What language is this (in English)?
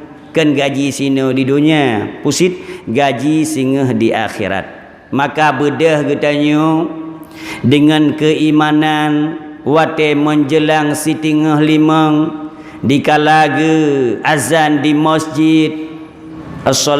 Achinese